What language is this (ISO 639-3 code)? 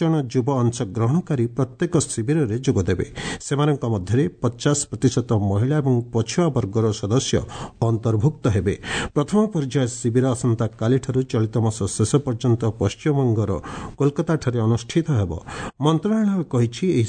ori